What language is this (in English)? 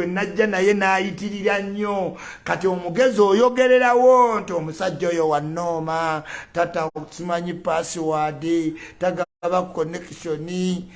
Ganda